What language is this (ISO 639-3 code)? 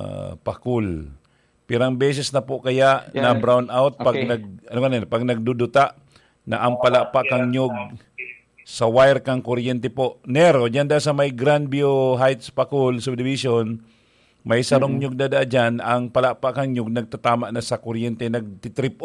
bik